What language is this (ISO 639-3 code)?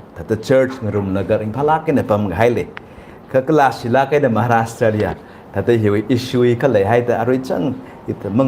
nmf